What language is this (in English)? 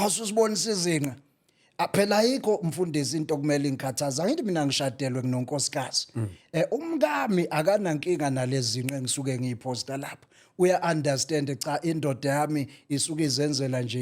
Zulu